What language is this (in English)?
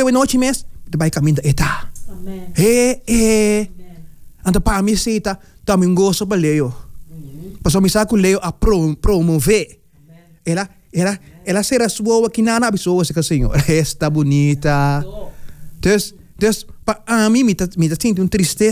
Dutch